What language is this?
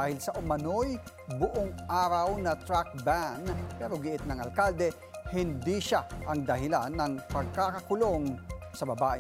Filipino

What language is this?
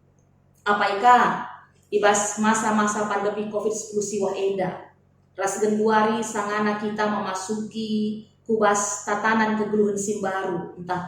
Batak Karo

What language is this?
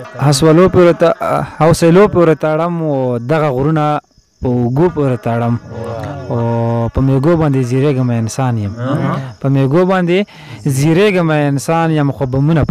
Pashto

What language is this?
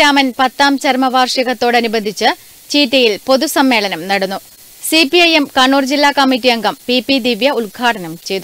Malayalam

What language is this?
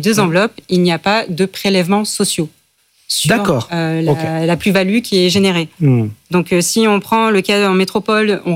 French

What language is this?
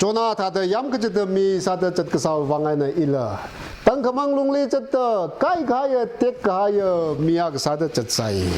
Tangkhul Naga (India)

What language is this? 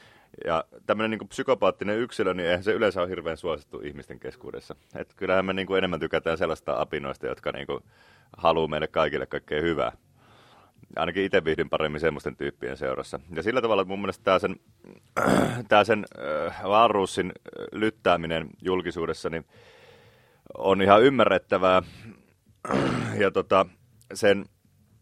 Finnish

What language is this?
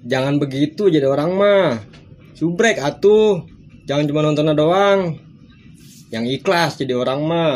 Betawi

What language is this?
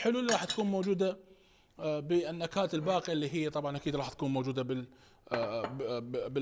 Mesopotamian Arabic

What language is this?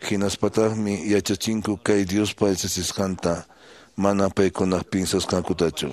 Quechua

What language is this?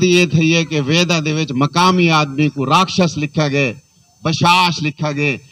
Saraiki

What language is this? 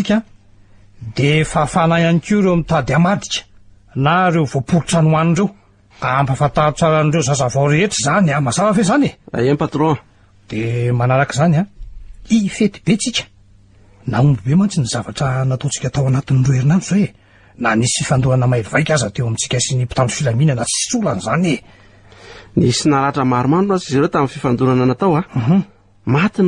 Malagasy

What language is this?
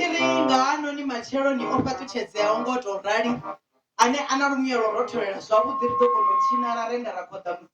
Venda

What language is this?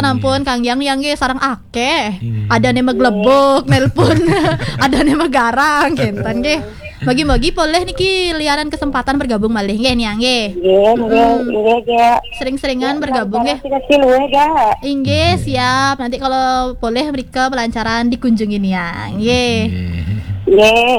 Balinese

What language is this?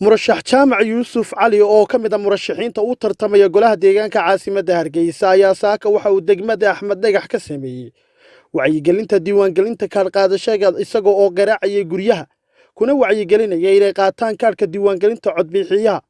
Somali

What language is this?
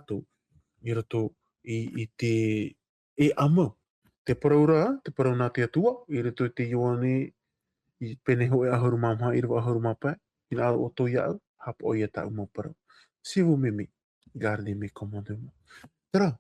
Tahitian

